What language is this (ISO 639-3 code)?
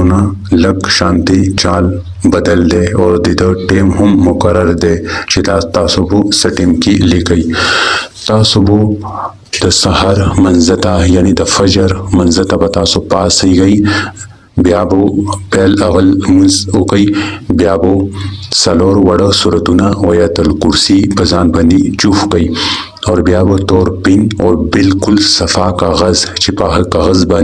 pus